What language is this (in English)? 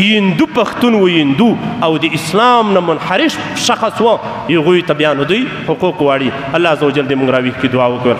Pashto